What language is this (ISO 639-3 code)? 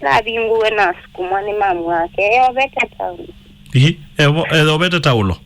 kam